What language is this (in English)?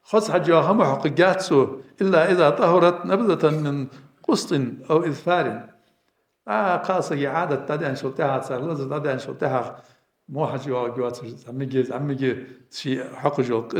Ingush